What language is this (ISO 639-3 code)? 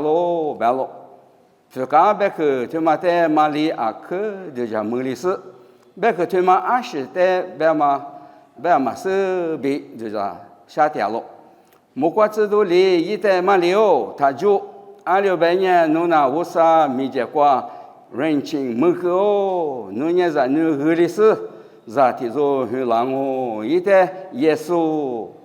lis